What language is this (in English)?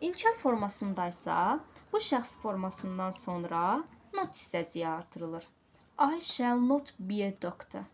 Azerbaijani